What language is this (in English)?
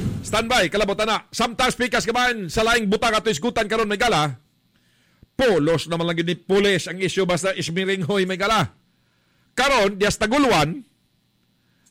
Cebuano